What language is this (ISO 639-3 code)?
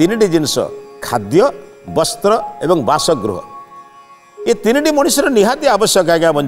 ori